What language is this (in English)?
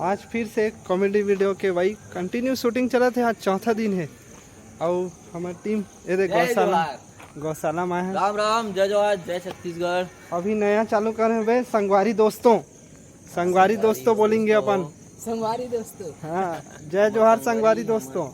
Chhattisgarhi